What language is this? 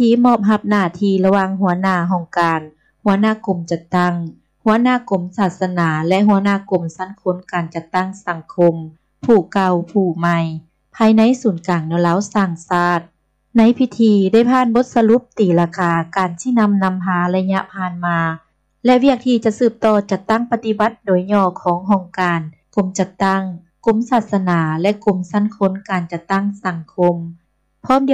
Lao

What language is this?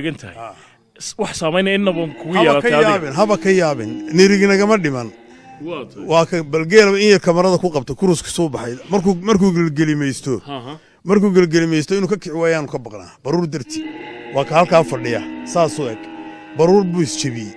Somali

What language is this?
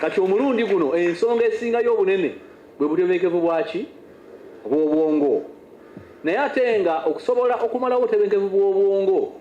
Ganda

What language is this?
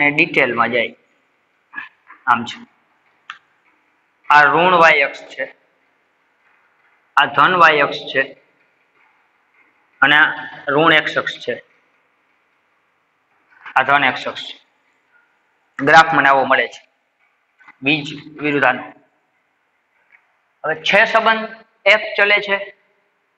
Gujarati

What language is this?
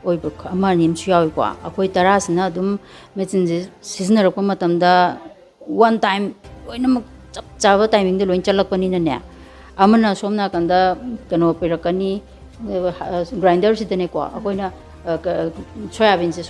Manipuri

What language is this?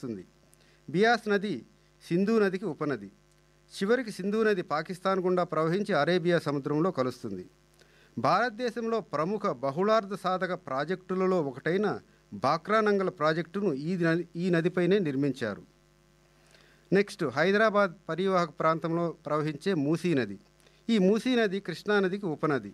Telugu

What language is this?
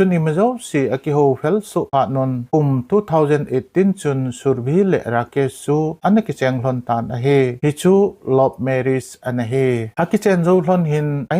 Thado Chin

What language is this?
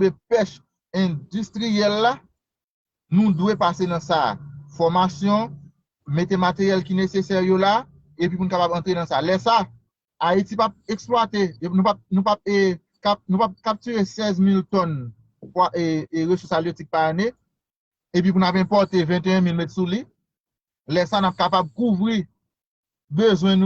Haitian Creole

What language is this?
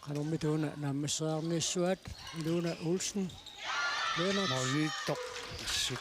Kalaallisut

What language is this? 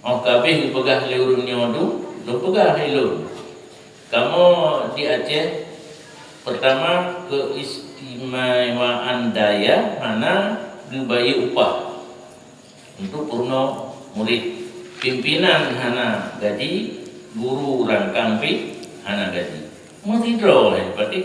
Achinese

